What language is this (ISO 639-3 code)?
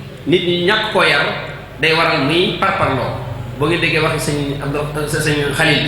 wol